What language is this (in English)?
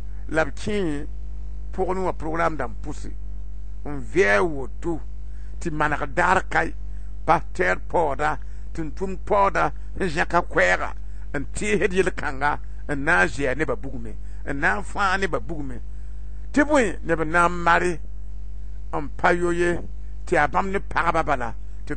Mossi